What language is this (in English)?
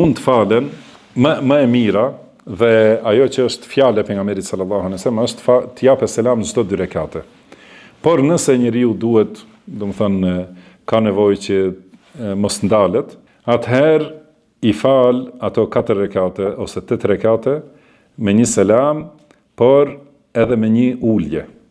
Albanian